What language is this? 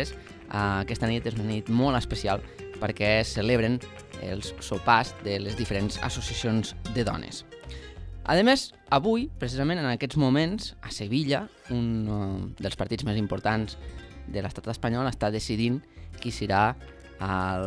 Catalan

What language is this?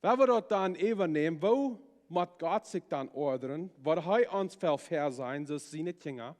Plautdietsch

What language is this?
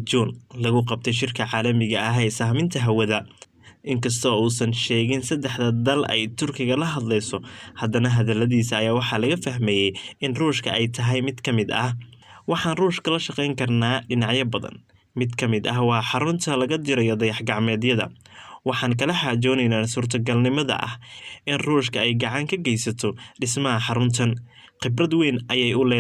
Somali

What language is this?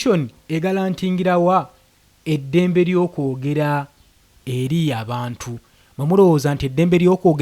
Ganda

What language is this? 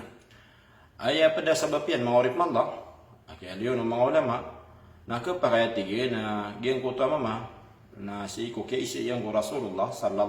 Maranao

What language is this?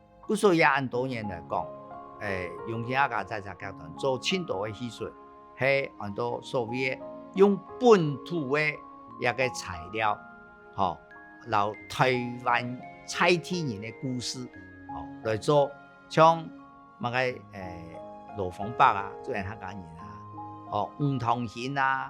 Hakka Chinese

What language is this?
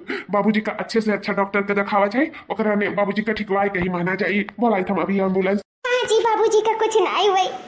Awadhi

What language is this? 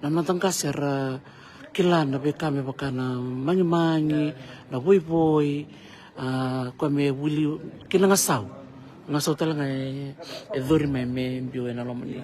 Fijian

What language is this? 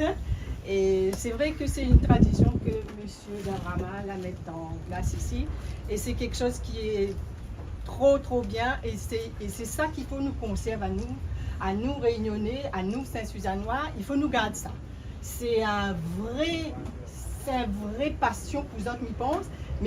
Réunion Creole French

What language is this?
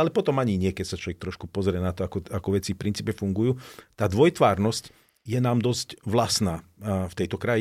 Slovak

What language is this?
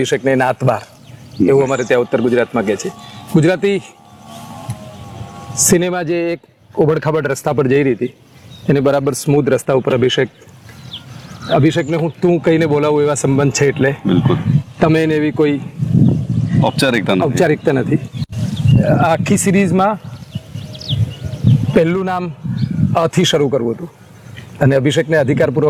Gujarati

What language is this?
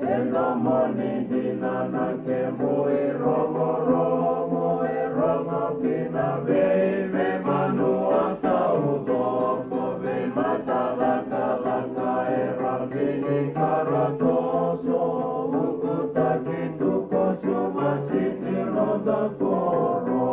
Fijian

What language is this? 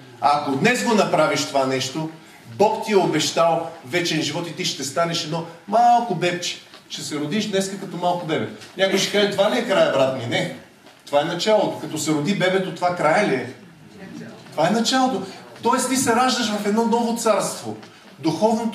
Bulgarian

